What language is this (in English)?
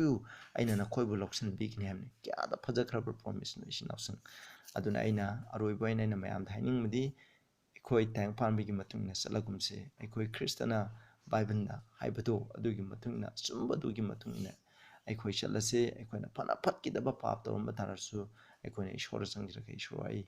Manipuri